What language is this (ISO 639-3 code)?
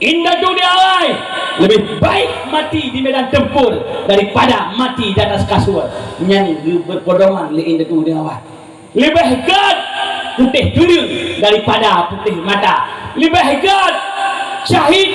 ace